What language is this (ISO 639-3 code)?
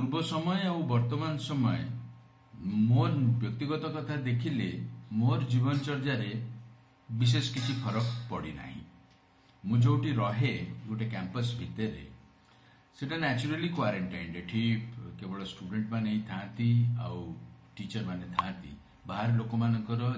ori